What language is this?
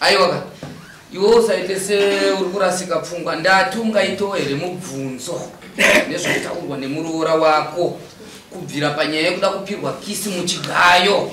Shona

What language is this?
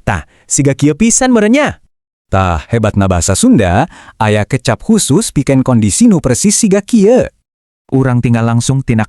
Sundanese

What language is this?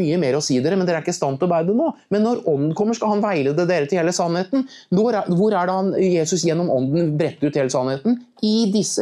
Norwegian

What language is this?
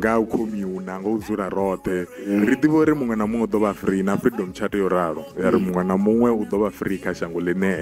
Venda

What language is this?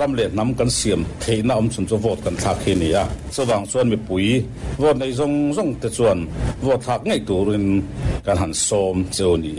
Mizo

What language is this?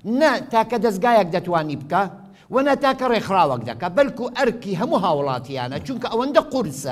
Central Kurdish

